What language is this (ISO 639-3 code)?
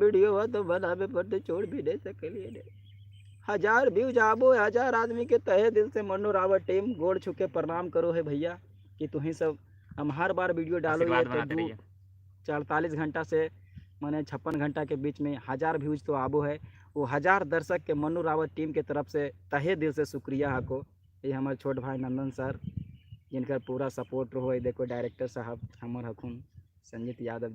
mag